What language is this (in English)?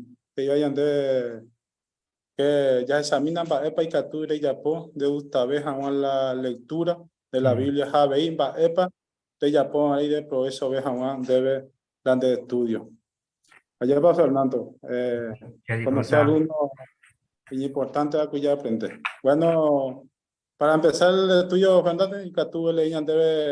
Guarani